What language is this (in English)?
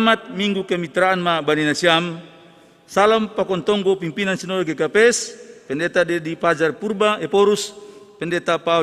Batak Simalungun